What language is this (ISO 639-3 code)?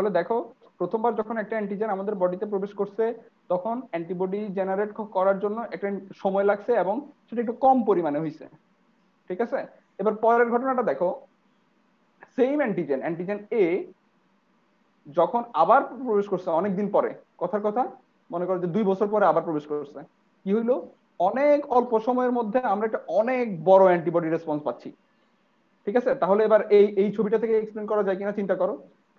ben